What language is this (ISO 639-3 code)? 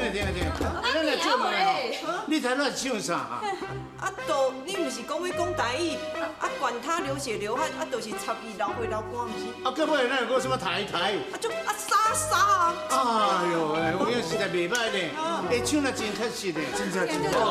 nan